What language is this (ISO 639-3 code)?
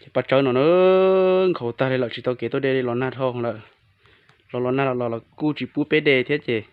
hmn